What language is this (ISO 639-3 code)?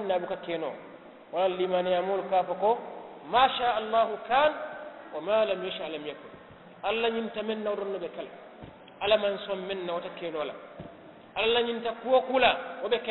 man